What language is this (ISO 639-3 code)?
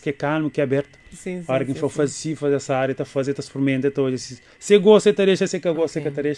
kea